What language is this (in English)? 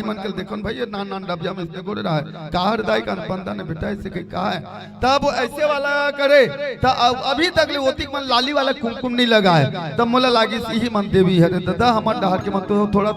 Chhattisgarhi